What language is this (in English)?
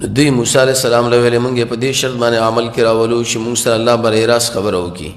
Pashto